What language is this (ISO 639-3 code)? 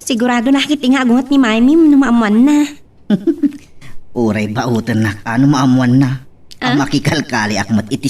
ilo